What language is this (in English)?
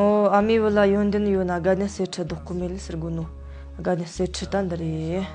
Tibetan